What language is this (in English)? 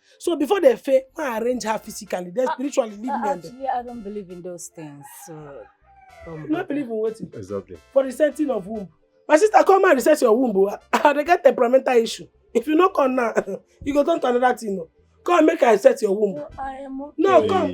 Nigerian Pidgin